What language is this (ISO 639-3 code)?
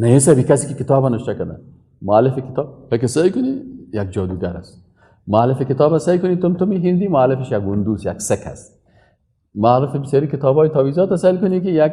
fas